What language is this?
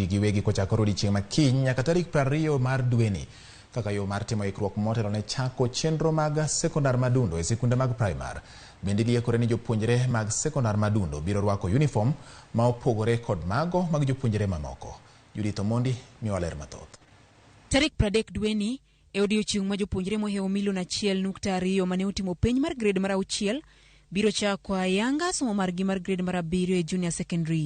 Luo (Kenya and Tanzania)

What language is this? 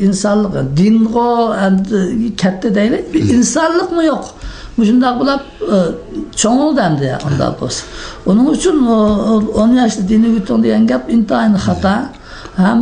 Uyghur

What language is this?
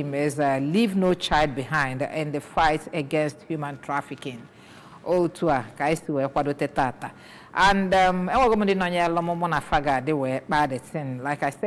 Igbo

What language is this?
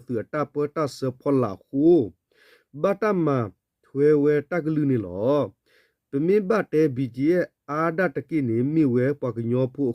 S'gaw Karen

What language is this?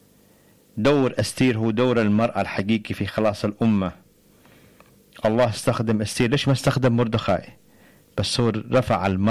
Egyptian Arabic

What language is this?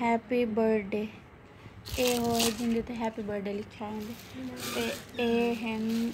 Saraiki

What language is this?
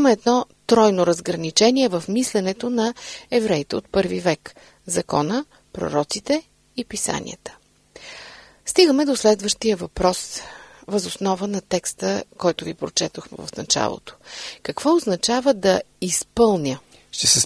Bulgarian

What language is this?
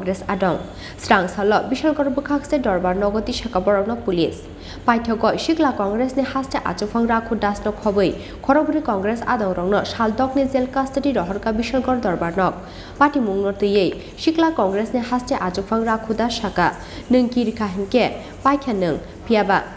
Kok Borok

